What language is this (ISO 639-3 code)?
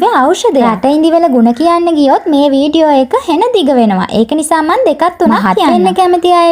sin